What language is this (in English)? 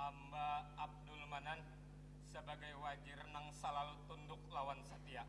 Banjar